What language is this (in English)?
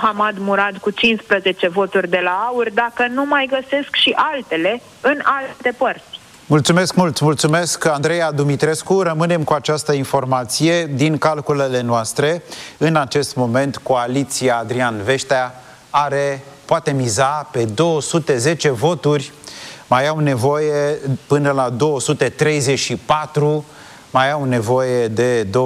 Romanian